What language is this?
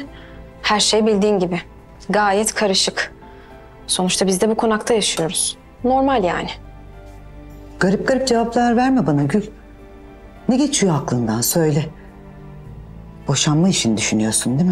Turkish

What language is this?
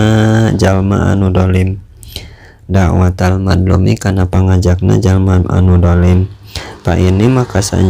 Sundanese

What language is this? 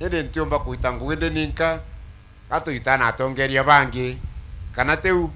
Meru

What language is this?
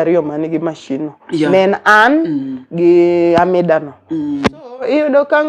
Luo (Kenya and Tanzania)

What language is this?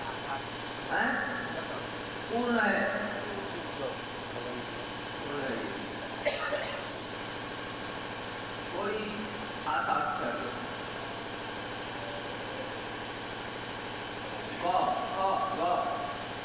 Hindi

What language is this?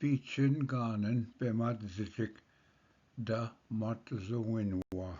Ojibwa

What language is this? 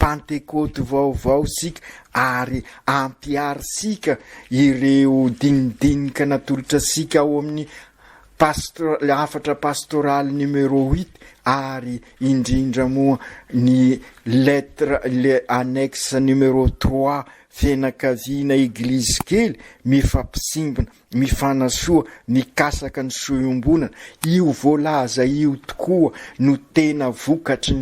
Malagasy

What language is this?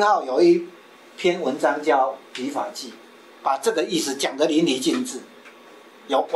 Chinese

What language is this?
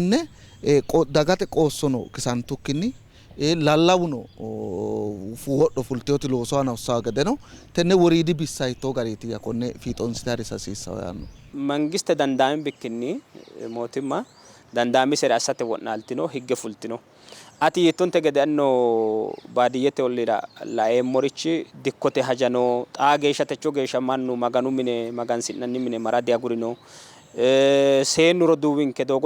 Sidamo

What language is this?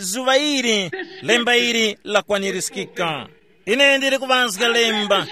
Tumbuka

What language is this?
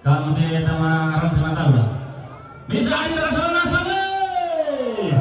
Toraja-Sa'dan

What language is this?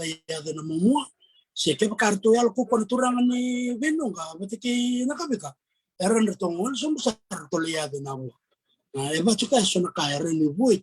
Fijian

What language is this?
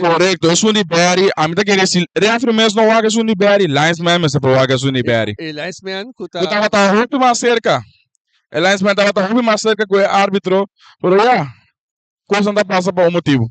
Papiamento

